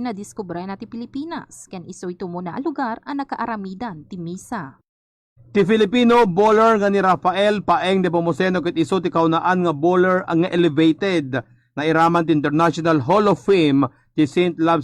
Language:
Iloko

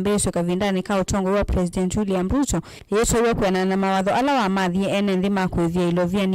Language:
Kamba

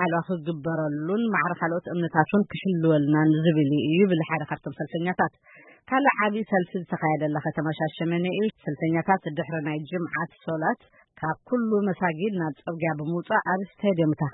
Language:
Tigrinya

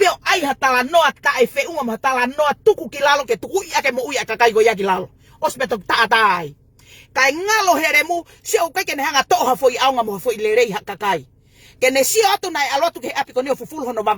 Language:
Tongan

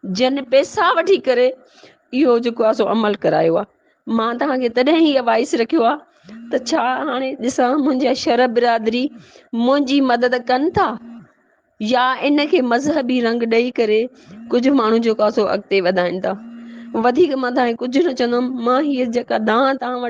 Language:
Sindhi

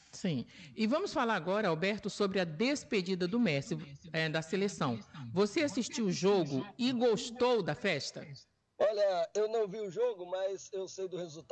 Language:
Portuguese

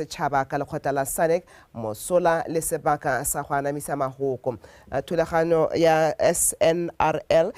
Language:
Tswana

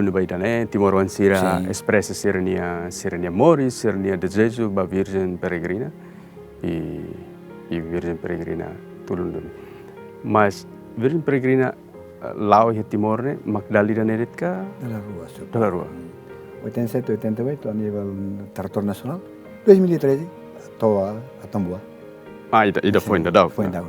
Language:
Tetum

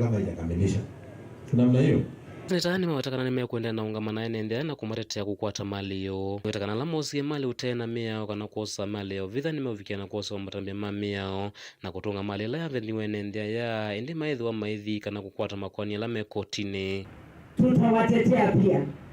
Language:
Kamba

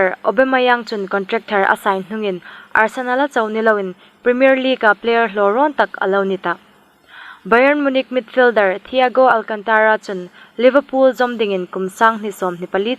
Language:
Hmar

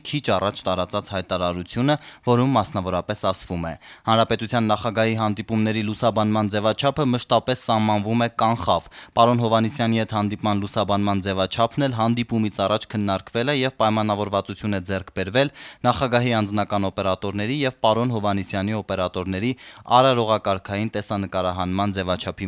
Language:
Armenian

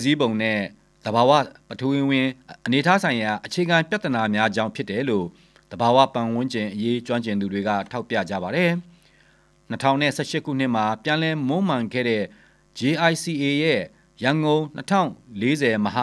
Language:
Burmese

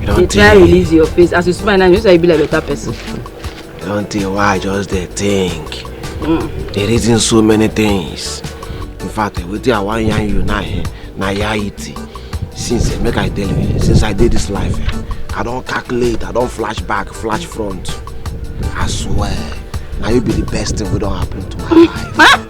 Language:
Nigerian Pidgin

